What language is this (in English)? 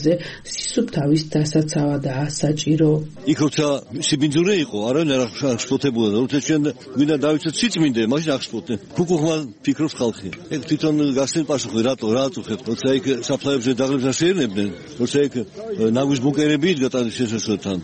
Georgian